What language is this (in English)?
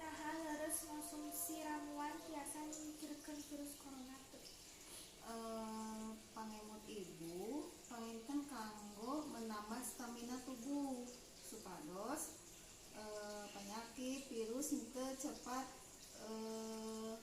Sundanese